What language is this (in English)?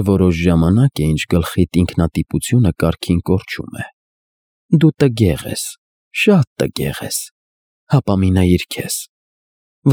Armenian